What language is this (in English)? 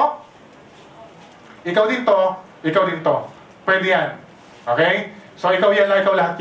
Filipino